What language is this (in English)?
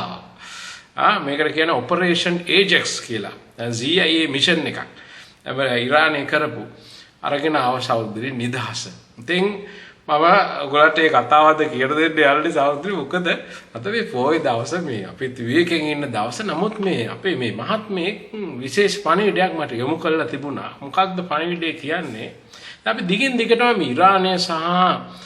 Sinhala